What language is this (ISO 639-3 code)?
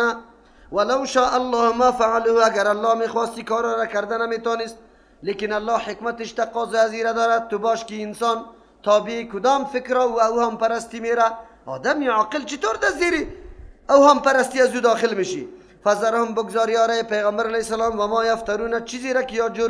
fas